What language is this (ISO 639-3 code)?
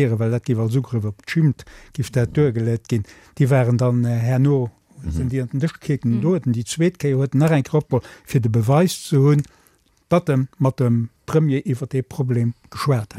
ltz